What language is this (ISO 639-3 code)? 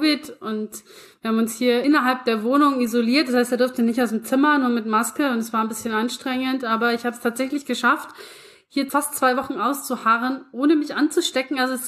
deu